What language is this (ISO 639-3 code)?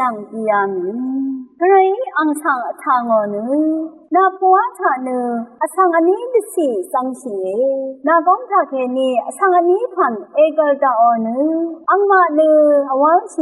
raw